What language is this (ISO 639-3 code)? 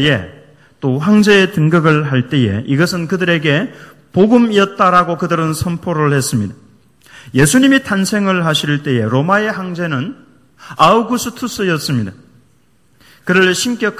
kor